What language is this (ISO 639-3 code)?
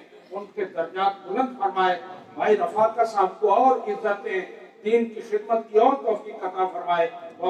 urd